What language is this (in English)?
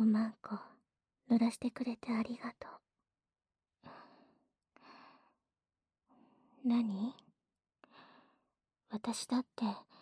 Japanese